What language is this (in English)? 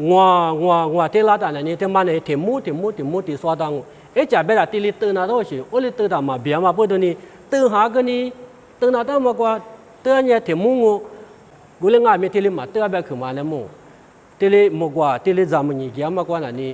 Lisu